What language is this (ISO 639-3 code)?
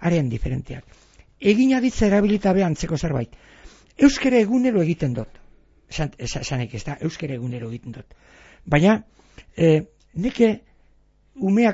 eus